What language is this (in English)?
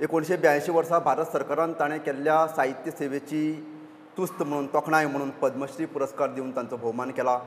Konkani